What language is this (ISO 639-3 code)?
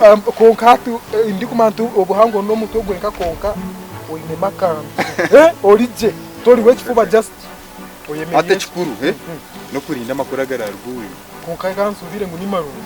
nyn